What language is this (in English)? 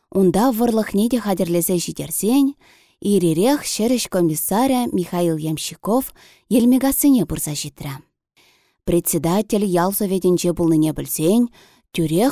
Chuvash